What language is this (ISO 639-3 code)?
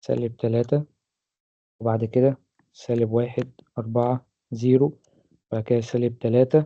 arz